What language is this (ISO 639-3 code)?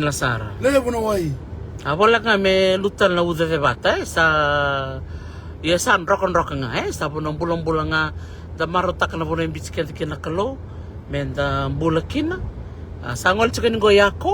fij